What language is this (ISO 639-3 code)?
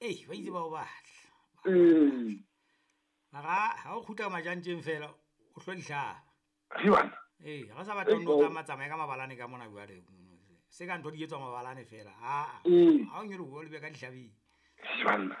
sot